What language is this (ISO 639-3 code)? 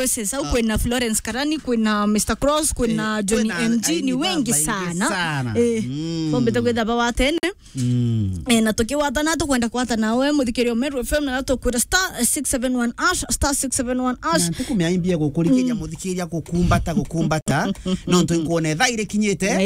mer